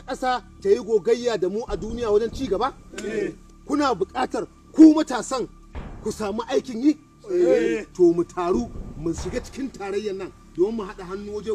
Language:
Hausa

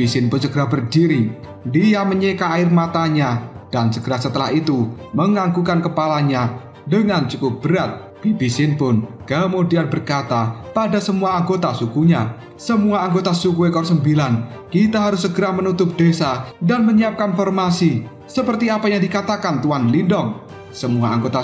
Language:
Indonesian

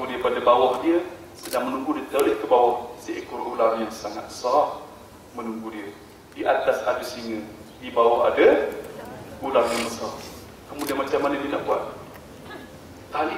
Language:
Malay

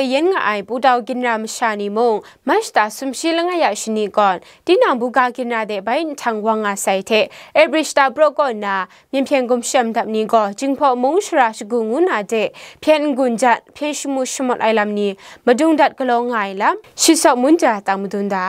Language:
Kachin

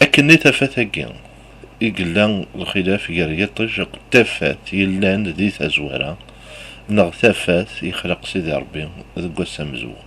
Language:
Kabyle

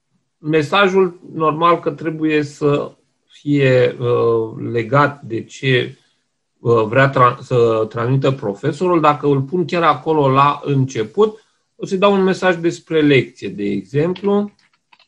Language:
Romanian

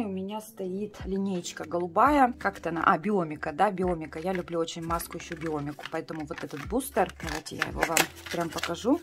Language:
Russian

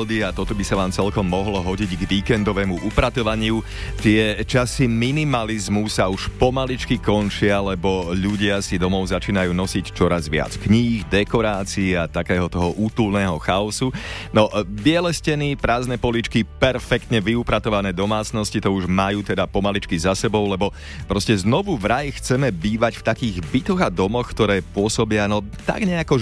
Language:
Slovak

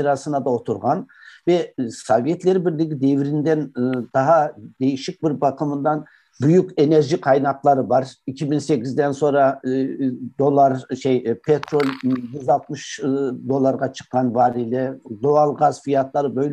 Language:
Crimean Tatar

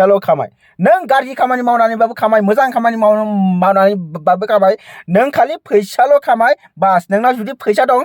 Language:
Bodo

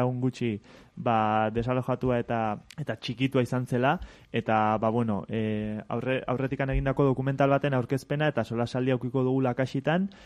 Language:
Basque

